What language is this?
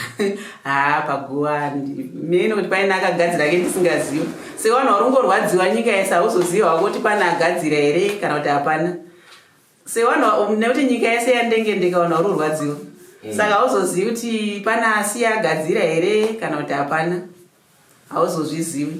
Shona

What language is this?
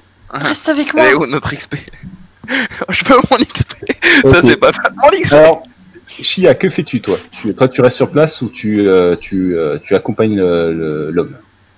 French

